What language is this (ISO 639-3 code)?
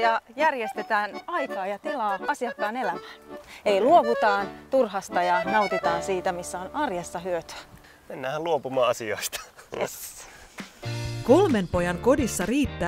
fin